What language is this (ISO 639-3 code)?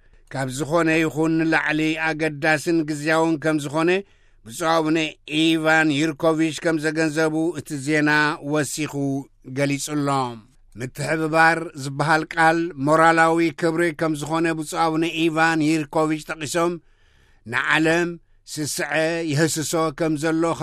tir